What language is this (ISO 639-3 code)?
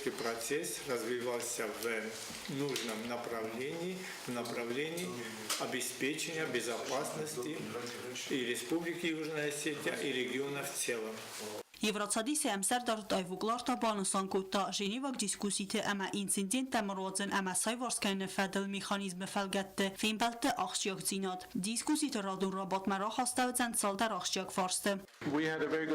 oss